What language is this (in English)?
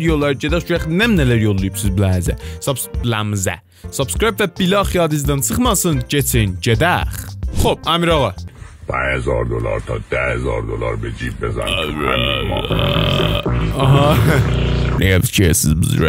South Azerbaijani